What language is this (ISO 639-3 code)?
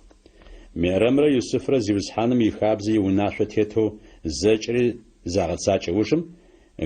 ady